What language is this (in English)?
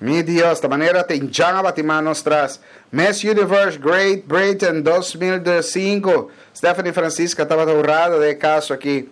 Papiamento